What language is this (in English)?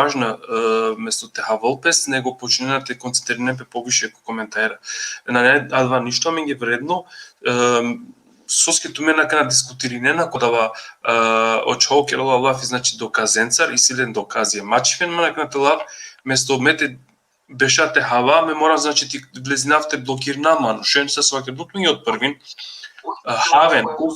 Balkan Romani